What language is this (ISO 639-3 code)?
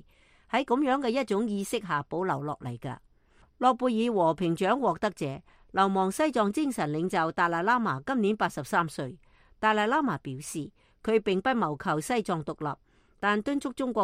yue